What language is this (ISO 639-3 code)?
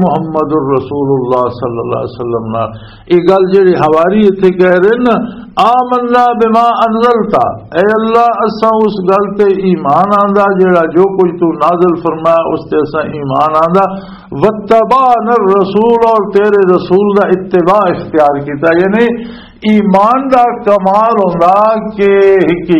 lah